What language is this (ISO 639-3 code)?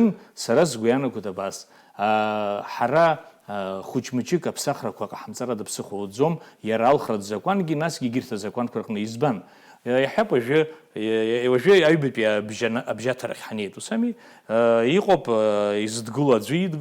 abk